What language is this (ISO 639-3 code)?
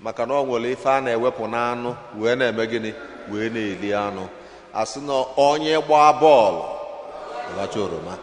ibo